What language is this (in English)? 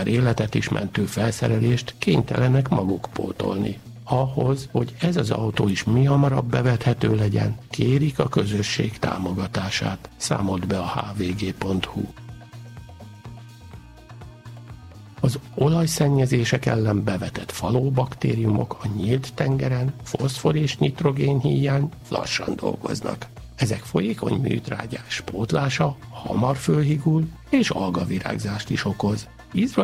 Hungarian